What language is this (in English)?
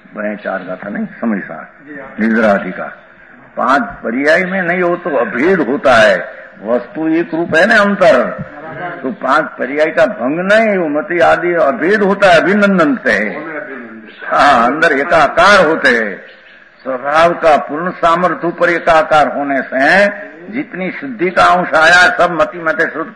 Hindi